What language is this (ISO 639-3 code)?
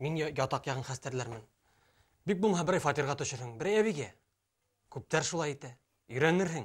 bak